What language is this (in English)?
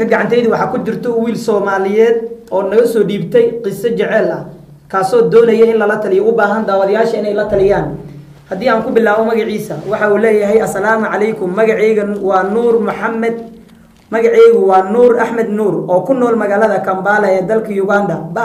Somali